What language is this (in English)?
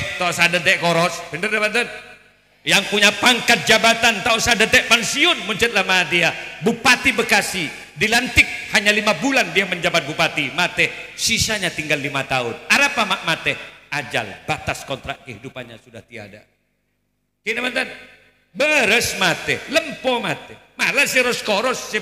Madurese